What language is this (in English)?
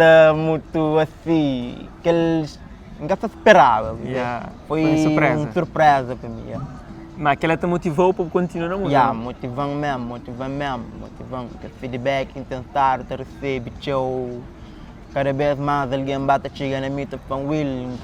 Kabuverdianu